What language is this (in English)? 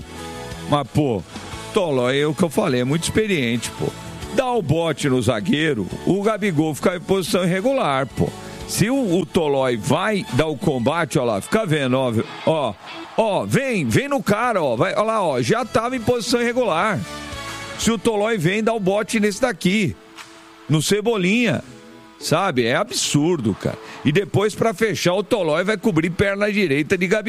Portuguese